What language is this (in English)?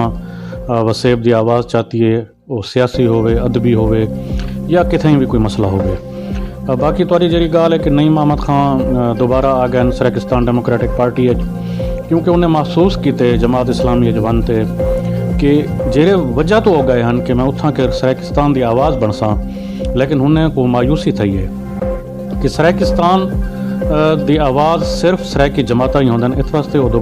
Saraiki